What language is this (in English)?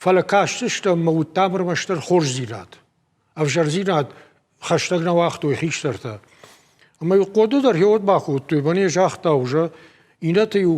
Ossetic